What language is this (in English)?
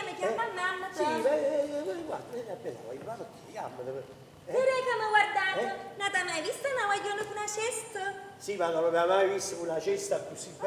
Neapolitan